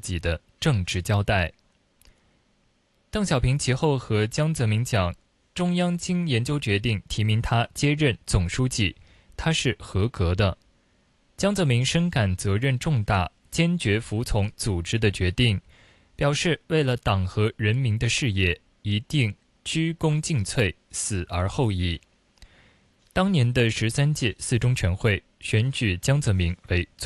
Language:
Chinese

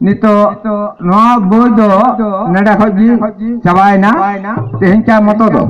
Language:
Santali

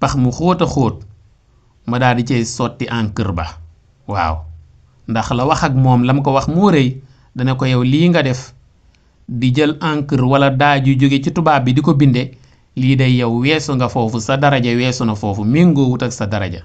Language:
Wolof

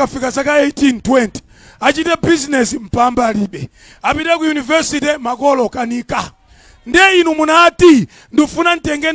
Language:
Nyanja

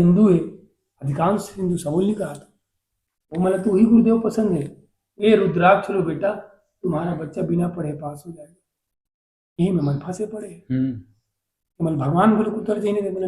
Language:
Chhattisgarhi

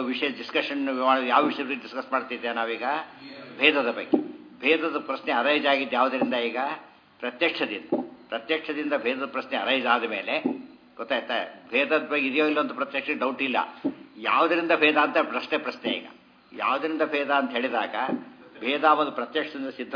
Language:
Kannada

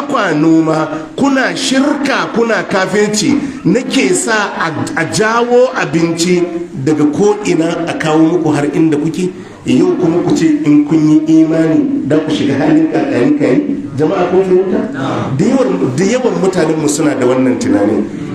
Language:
Hausa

